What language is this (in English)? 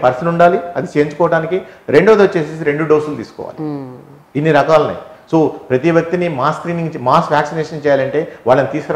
Telugu